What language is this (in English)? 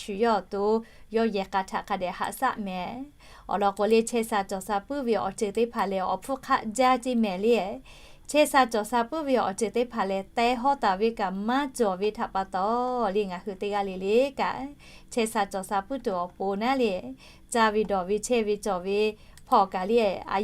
Lahu